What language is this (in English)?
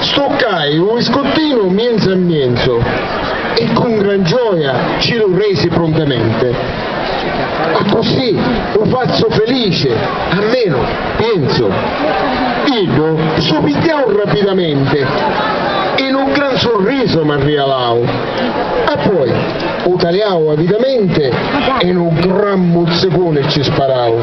Sicilian